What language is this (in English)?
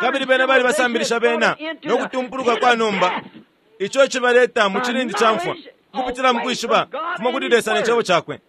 Bemba